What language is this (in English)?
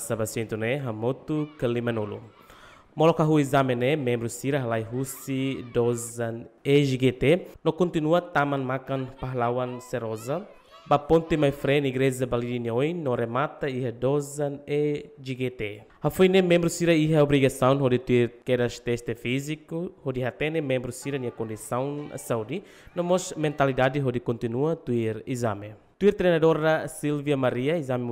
Tetum